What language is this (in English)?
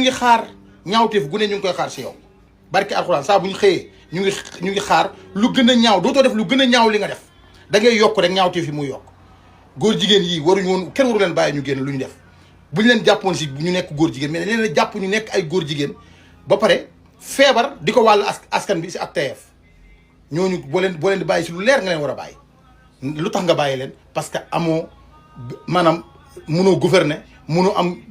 Wolof